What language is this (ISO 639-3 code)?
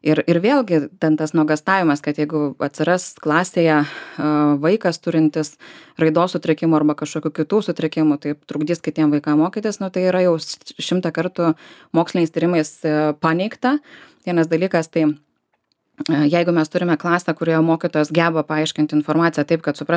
lit